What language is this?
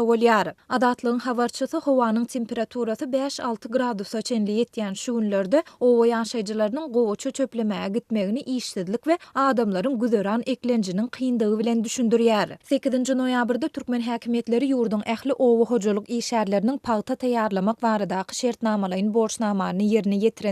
Turkmen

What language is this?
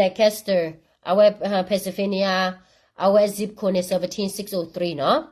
S'gaw Karen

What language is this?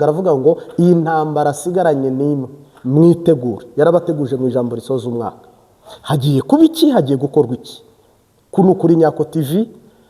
Kinyarwanda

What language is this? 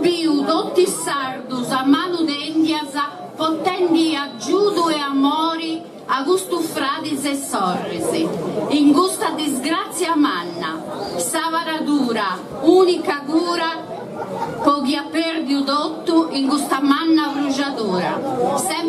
Sardinian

